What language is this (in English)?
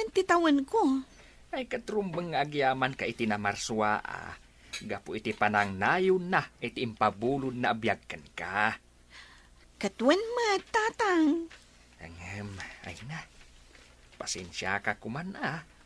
Iloko